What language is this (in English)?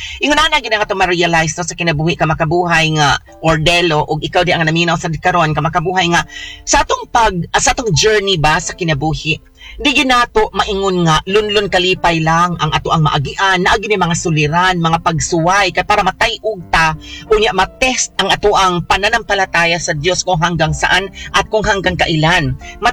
Cebuano